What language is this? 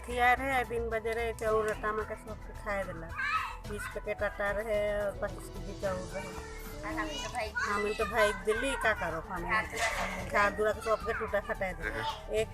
Sadri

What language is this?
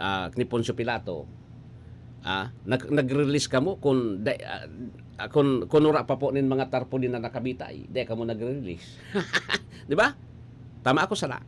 Bikol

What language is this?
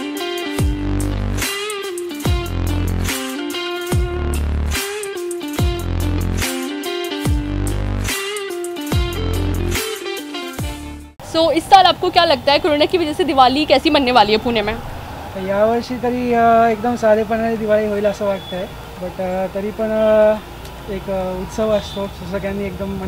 Marathi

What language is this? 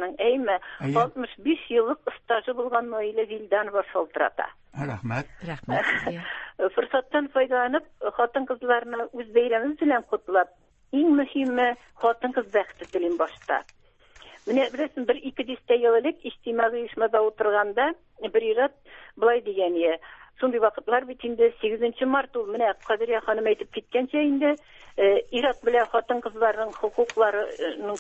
Tatar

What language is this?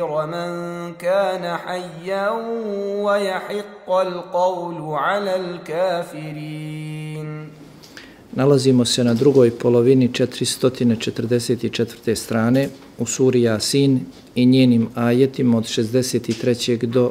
Bosnian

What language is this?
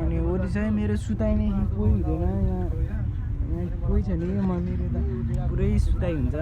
Nepali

